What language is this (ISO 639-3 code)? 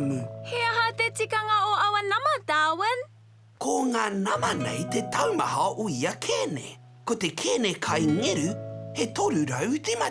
mri